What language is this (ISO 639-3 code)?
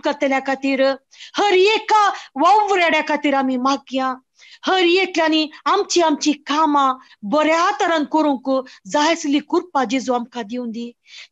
kok